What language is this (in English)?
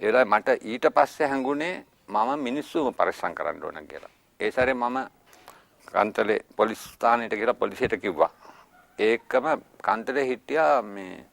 Sinhala